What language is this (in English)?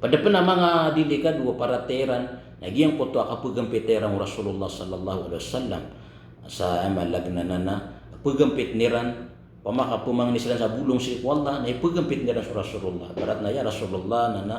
Maranao